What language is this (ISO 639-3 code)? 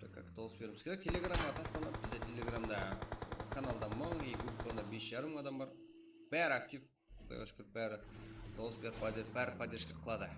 kaa